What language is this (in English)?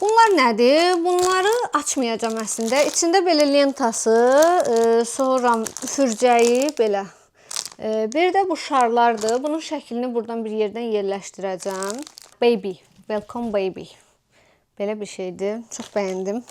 Azerbaijani